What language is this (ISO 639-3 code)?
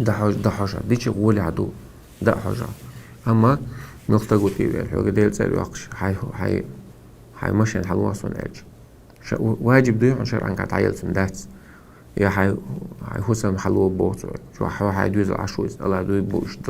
che